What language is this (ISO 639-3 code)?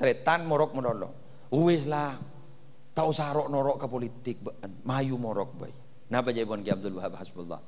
mad